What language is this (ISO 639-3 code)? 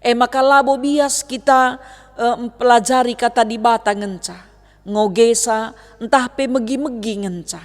btx